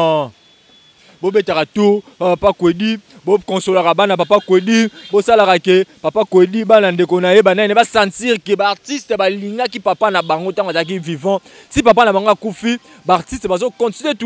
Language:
Lingala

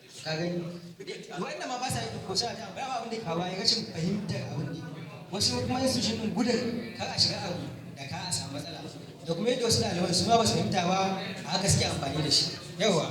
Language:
Hausa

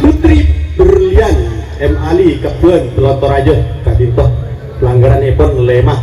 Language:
Madurese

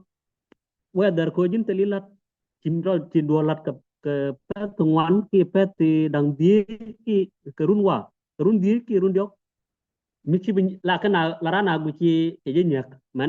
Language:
Nuer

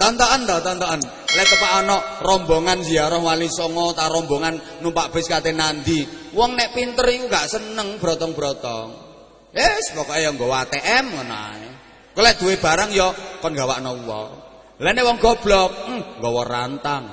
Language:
Javanese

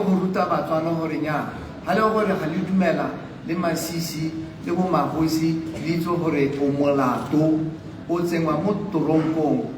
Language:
Tswana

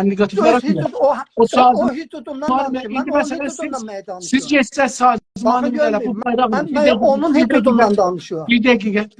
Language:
South Azerbaijani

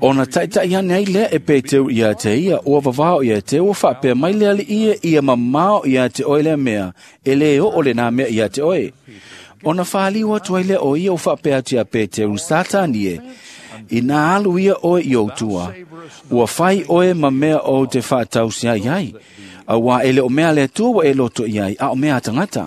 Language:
Samoan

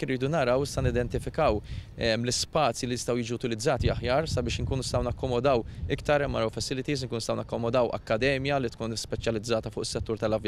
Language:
Maltese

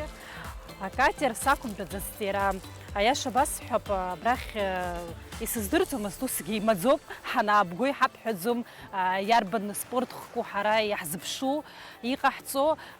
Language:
Abkhazian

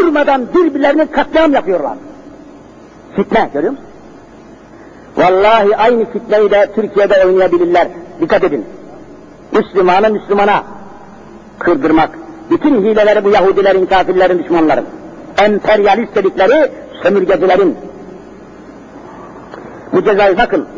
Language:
Turkish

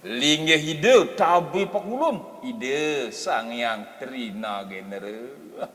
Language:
Balinese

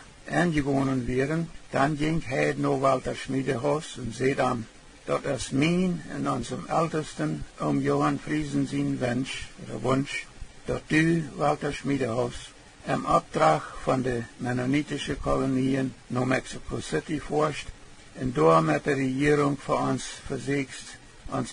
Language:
Plautdietsch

